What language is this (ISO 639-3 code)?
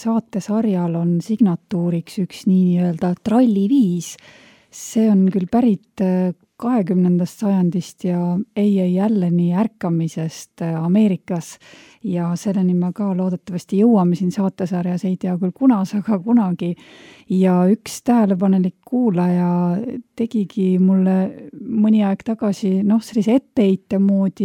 est